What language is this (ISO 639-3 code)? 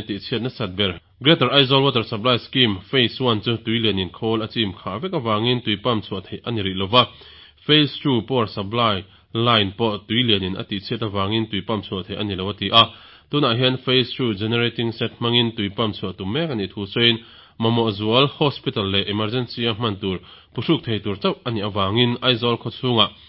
lus